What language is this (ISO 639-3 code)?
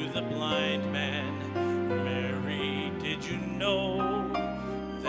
eng